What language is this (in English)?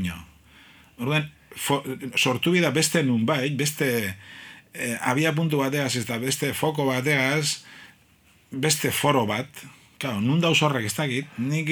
Basque